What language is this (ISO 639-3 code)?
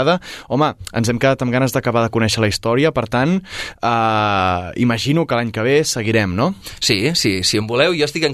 cat